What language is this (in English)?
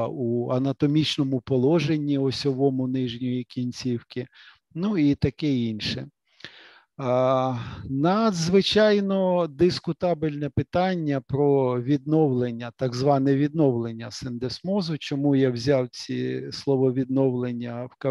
Ukrainian